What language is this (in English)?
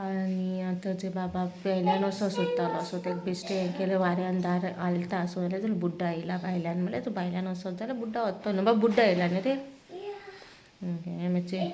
Konkani